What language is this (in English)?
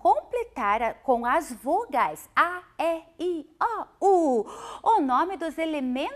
Portuguese